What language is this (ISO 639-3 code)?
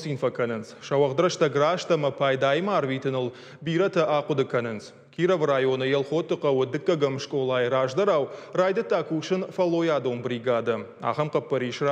oss